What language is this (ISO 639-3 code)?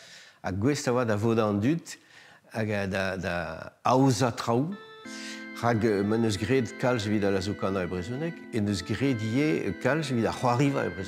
bre